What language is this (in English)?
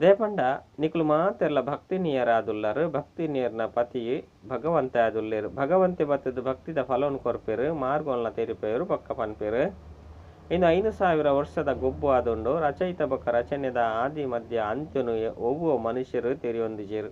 Tulu